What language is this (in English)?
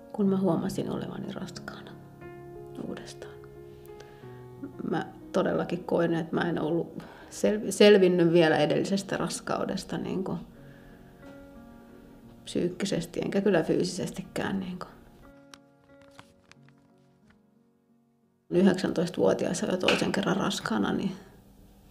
Finnish